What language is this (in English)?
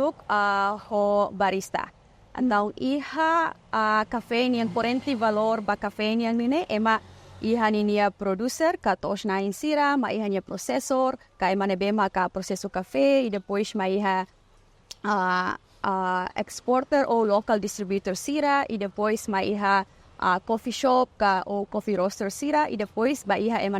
Tetum